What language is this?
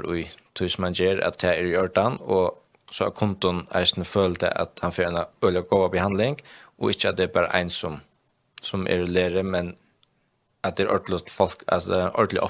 Faroese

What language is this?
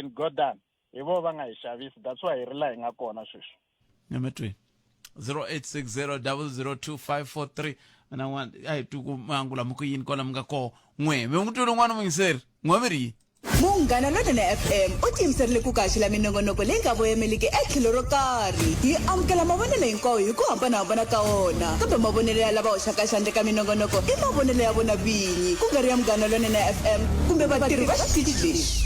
Tsonga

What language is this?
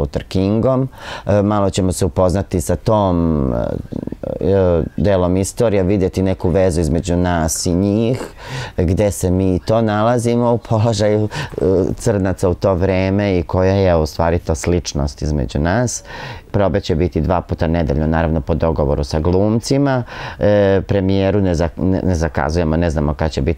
Serbian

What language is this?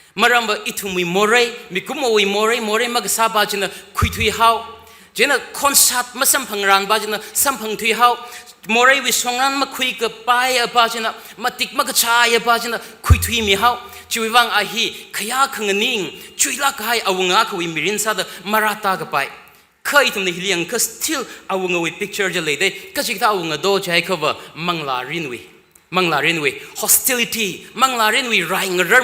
Tangkhul Naga (India)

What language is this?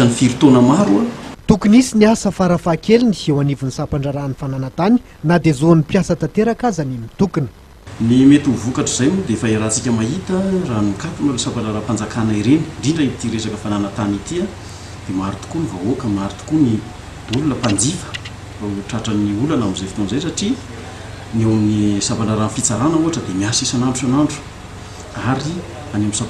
Malagasy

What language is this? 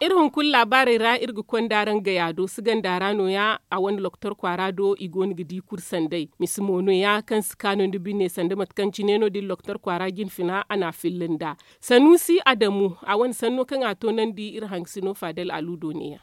Zarma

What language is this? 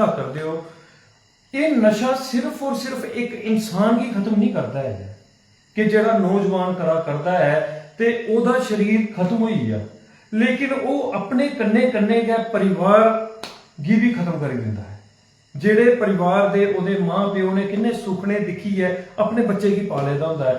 Dogri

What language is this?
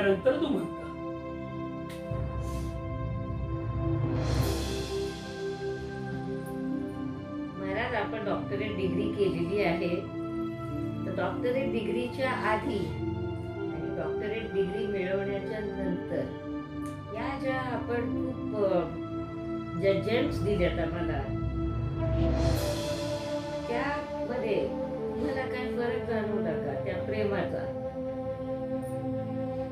Marathi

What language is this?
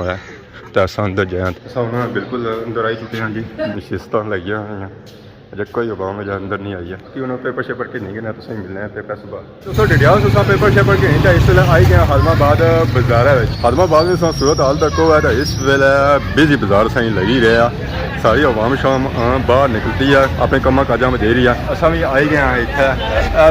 Pahari-Potwari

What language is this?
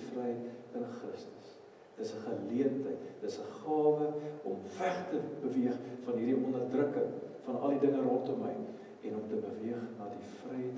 Afrikaans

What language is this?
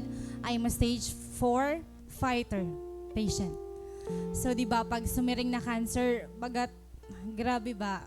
Waray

